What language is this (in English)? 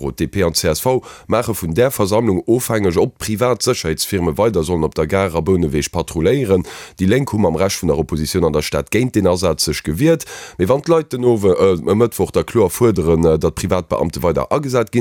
Luxembourgish